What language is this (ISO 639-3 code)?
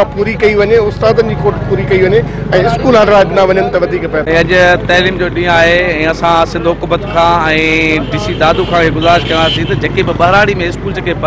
snd